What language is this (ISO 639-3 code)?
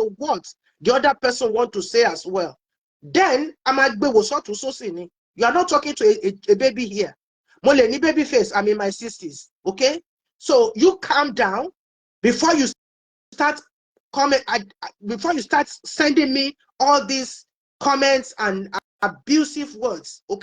yor